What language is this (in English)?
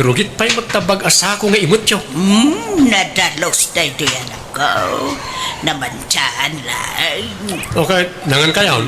Iloko